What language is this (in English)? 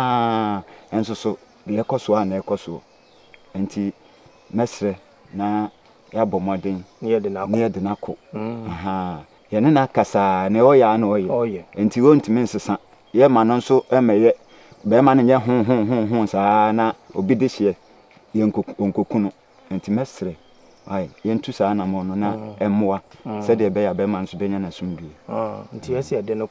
Akan